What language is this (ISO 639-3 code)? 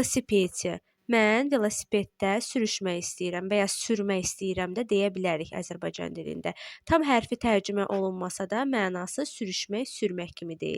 aze